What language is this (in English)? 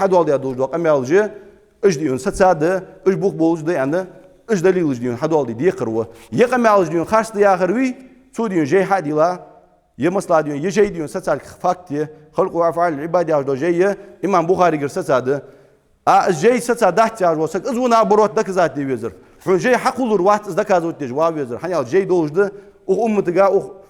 Ingush